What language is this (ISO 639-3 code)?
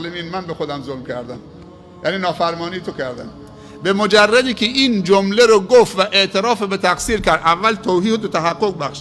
fas